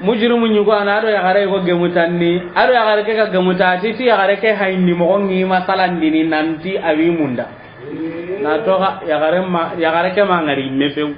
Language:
Soninke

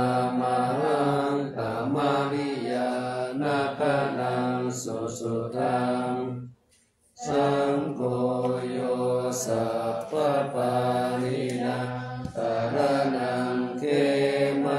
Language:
Pali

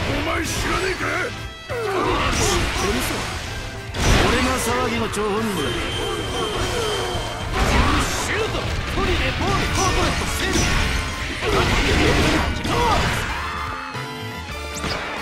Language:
Japanese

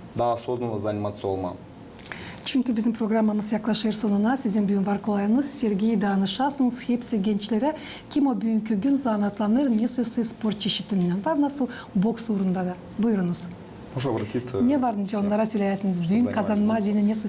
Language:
Gagauz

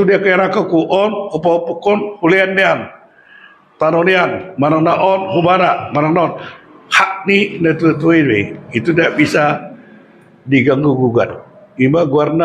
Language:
Batak Toba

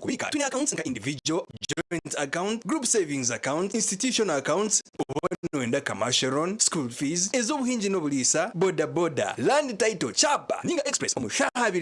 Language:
Nyankole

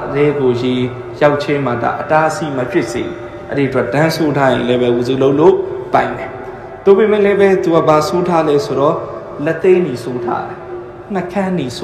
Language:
Burmese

